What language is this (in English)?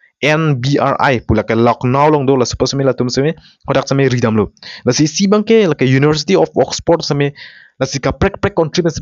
Karbi